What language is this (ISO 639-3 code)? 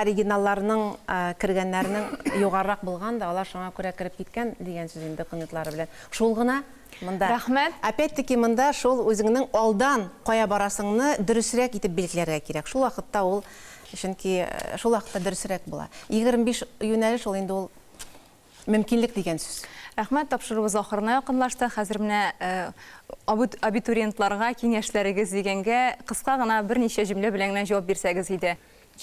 tat